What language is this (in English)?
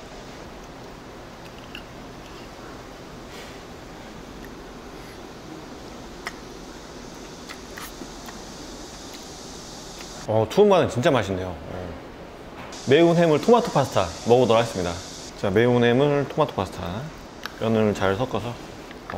Korean